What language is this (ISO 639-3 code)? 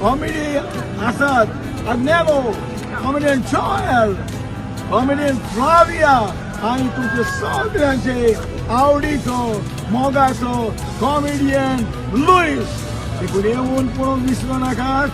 kok